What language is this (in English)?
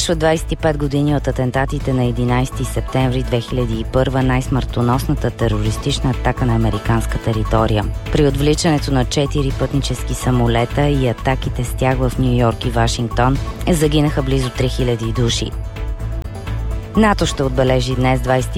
Bulgarian